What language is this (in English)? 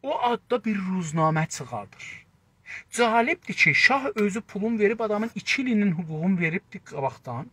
South Azerbaijani